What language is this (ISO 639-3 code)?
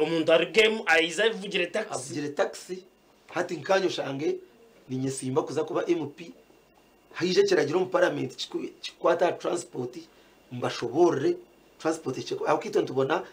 nyn